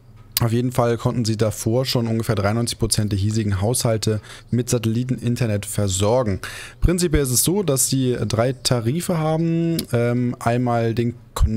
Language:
German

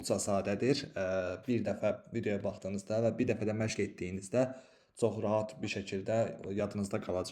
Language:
Azerbaijani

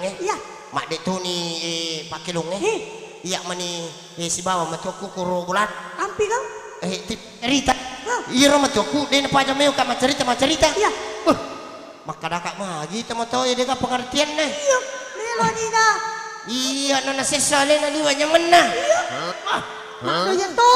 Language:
Buginese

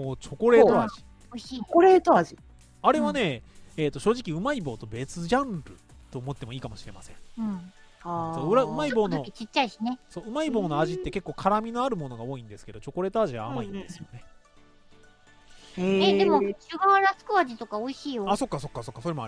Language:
Japanese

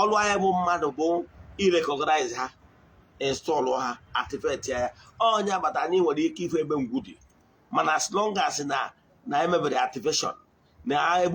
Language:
Igbo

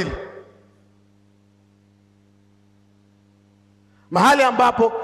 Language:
Swahili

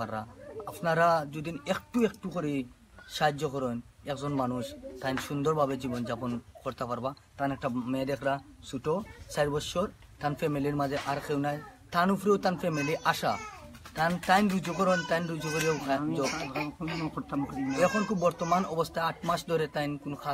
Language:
Sylheti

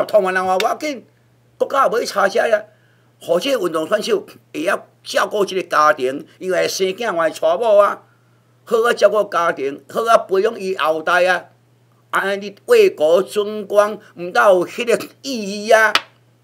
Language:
Min Nan Chinese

